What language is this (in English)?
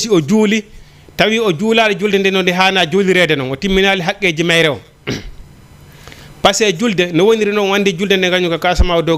Fula